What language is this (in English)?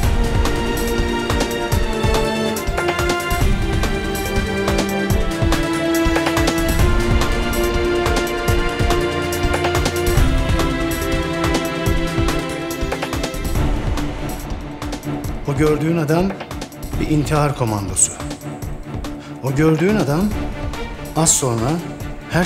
Turkish